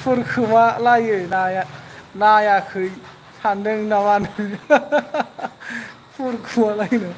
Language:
Bodo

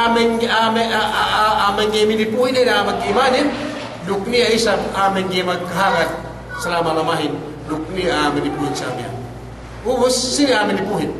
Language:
Yakan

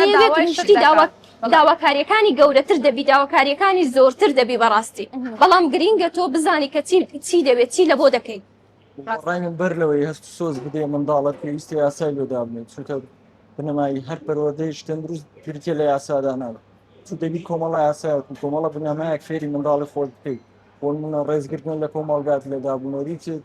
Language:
Central Kurdish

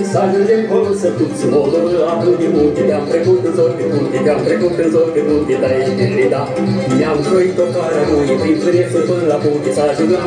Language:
Romanian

